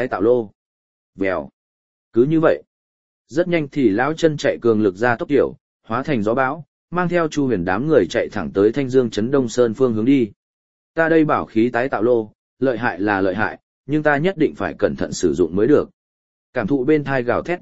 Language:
Vietnamese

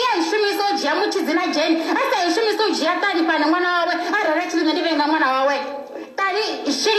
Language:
Venda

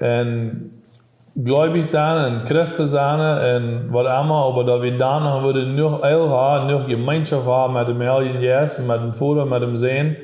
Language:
Plautdietsch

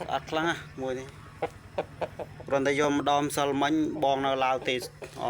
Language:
Khmer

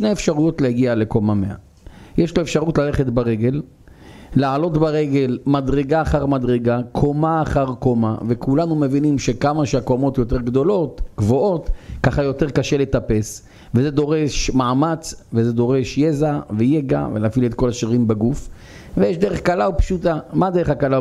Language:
Hebrew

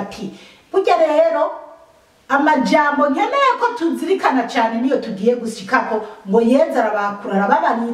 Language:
Rundi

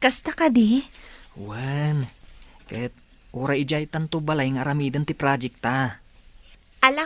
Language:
Iloko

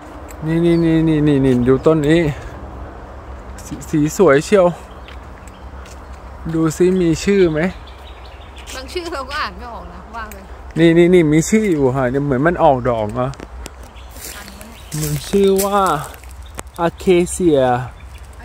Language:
Thai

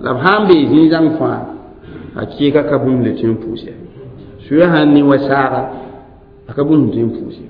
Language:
Mossi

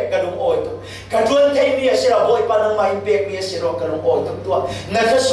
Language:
Falam Chin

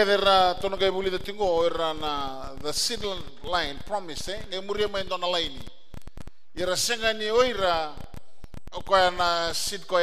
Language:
Fijian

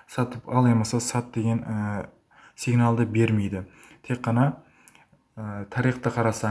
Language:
Kara-Kalpak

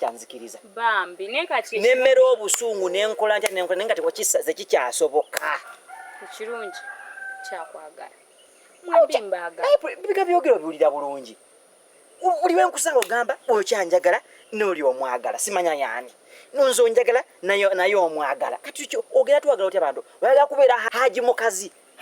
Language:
Ganda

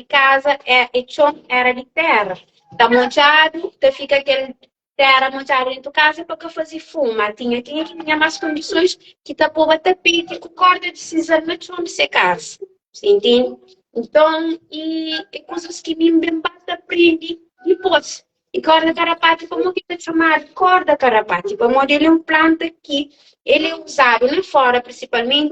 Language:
Kabuverdianu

